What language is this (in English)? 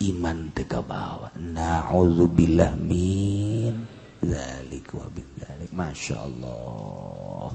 Sundanese